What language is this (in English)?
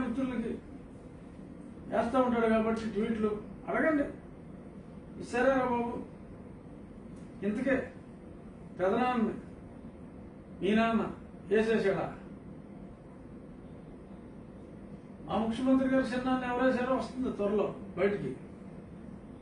Telugu